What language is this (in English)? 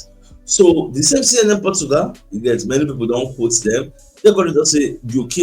Nigerian Pidgin